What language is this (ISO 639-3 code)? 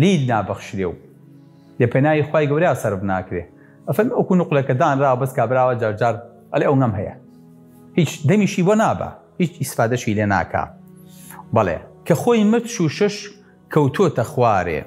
ckb